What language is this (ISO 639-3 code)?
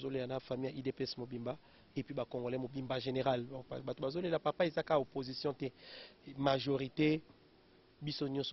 lin